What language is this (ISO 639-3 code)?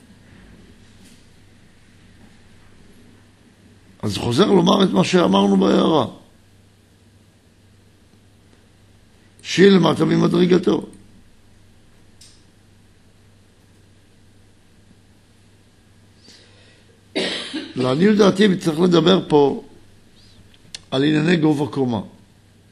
heb